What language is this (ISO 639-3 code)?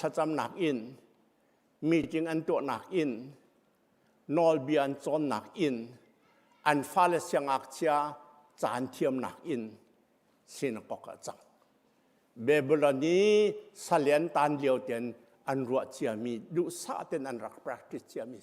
cnh